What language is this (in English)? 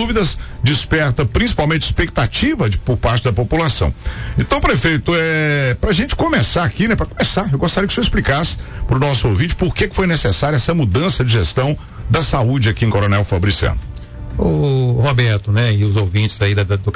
Portuguese